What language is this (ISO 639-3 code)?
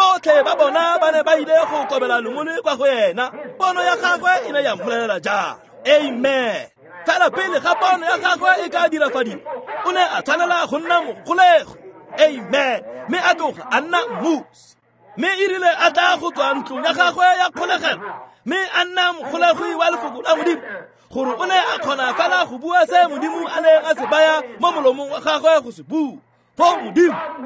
tsn